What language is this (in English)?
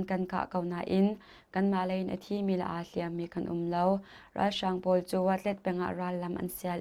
Hakha Chin